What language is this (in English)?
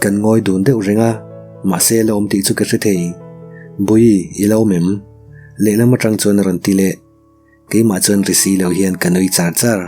Mizo